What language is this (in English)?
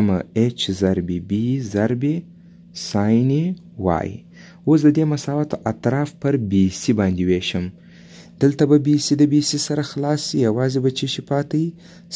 Pashto